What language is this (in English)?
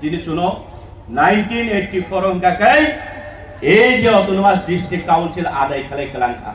Kok Borok